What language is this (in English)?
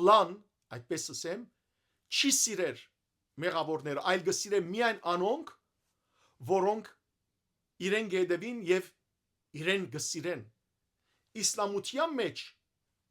Western Armenian